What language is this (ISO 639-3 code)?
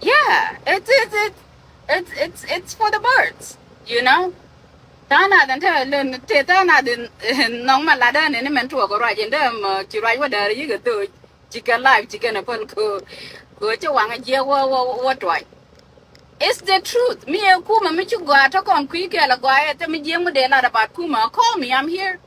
nus